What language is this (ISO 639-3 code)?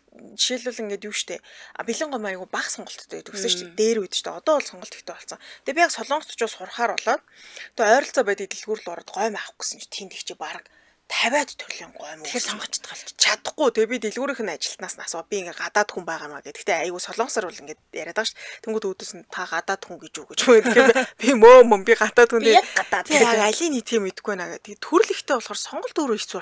mon